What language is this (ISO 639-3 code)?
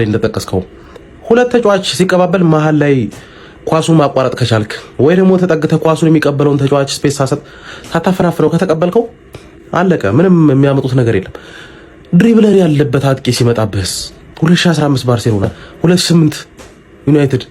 amh